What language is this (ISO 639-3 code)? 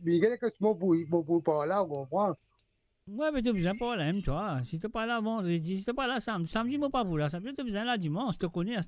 mfe